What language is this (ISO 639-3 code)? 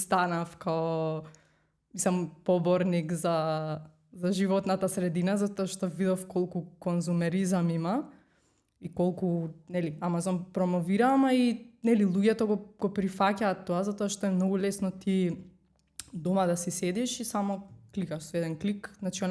mkd